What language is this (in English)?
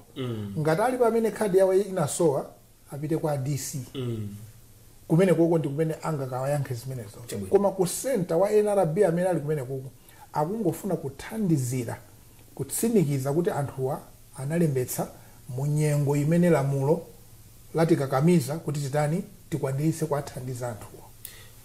Nyanja